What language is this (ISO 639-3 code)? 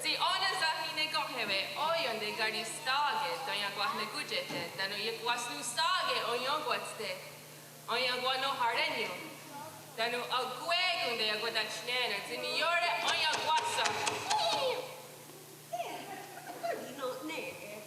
moh